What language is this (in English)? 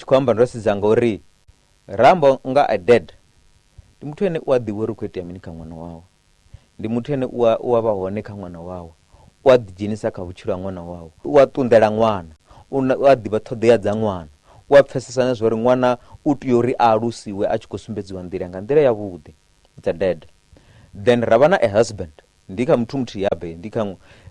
Venda